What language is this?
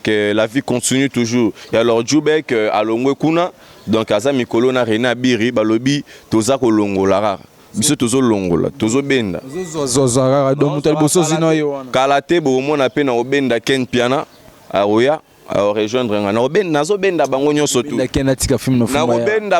Lingala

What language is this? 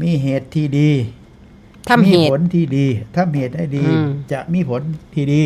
Northeastern Thai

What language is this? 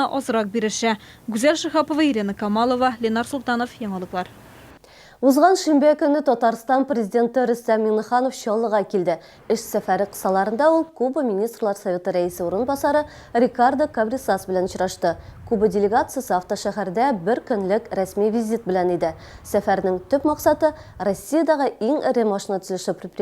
Tatar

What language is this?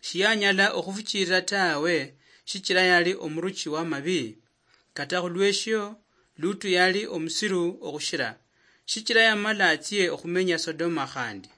Luyia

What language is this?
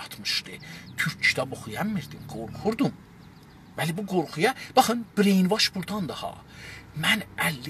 South Azerbaijani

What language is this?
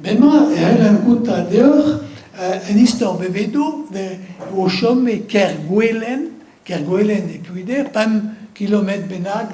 Breton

